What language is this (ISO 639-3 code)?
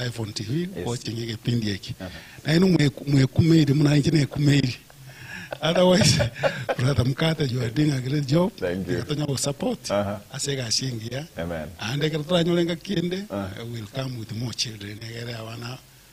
guz